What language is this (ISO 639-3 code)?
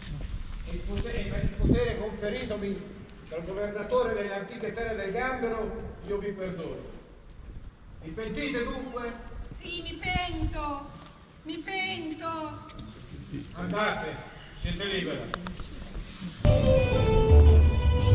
ita